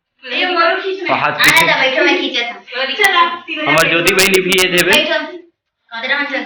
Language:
Chhattisgarhi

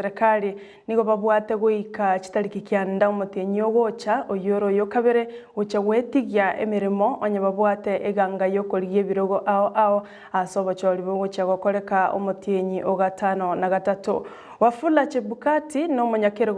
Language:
Gusii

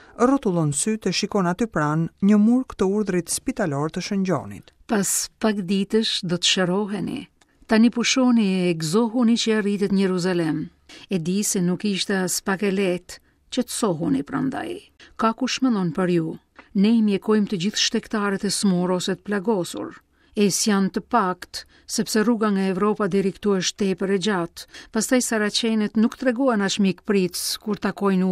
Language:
Albanian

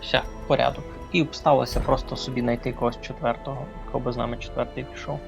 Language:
Rusyn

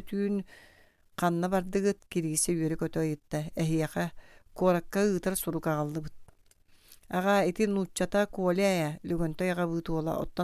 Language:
Yakut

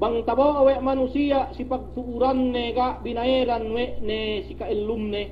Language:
Yakan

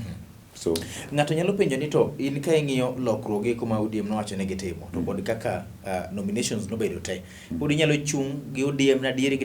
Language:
Luo (Kenya and Tanzania)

